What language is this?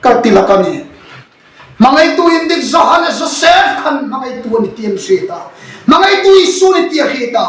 Hmar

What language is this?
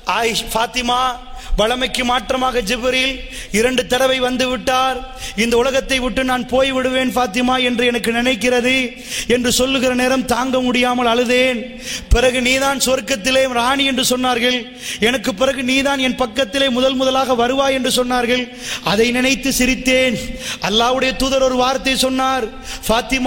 Tamil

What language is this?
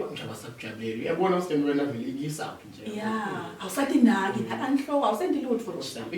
Zulu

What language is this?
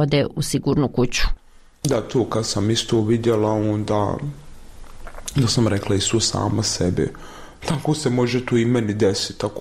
Bosnian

